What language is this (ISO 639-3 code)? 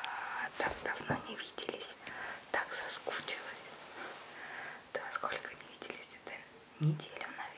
rus